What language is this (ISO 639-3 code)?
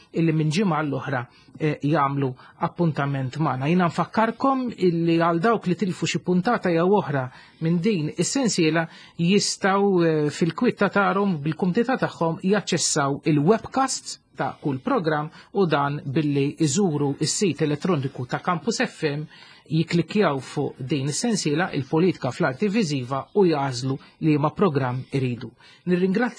mlt